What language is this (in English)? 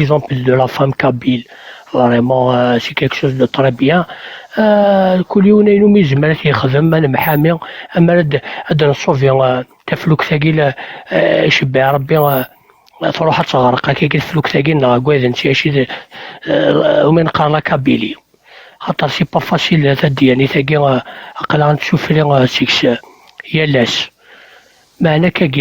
Kabyle